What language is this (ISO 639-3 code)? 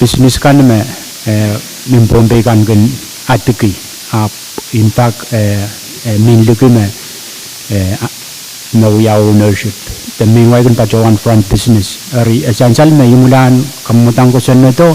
pon